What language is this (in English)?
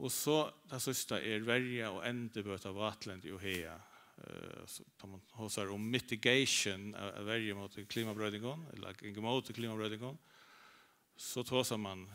Faroese